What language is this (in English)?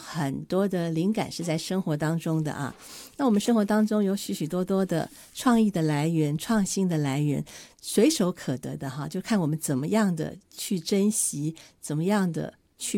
Chinese